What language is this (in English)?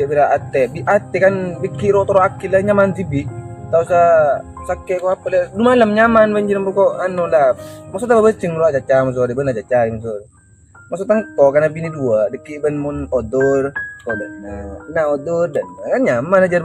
Madurese